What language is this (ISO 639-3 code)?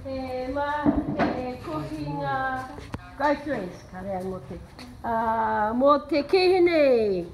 mri